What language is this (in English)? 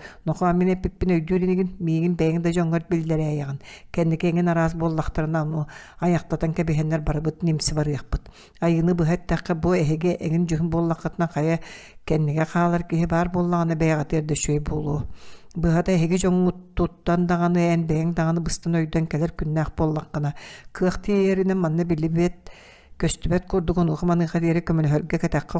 Yakut